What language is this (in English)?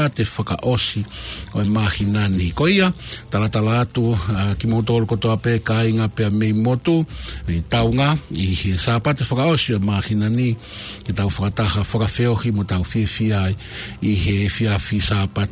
Tongan